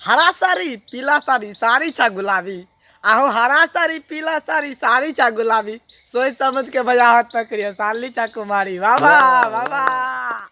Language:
Maithili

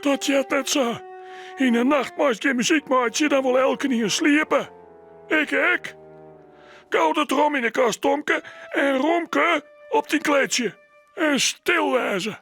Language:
Western Frisian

